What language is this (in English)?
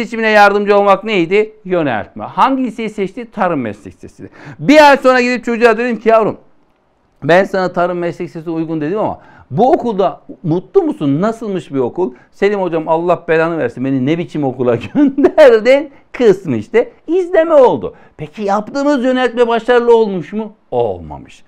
Turkish